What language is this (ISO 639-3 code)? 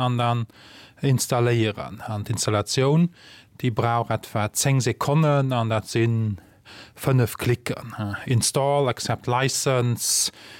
ltz